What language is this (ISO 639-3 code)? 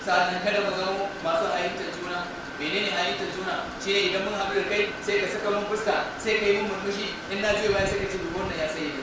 hau